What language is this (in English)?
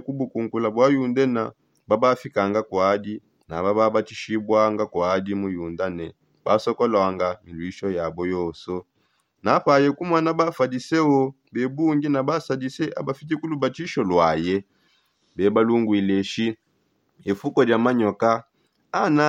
Songe